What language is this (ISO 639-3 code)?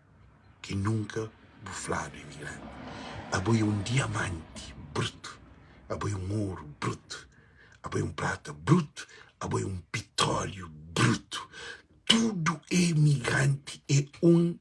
kea